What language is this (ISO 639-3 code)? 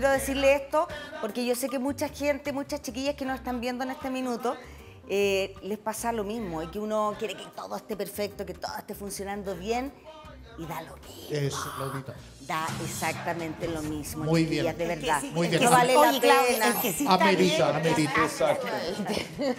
spa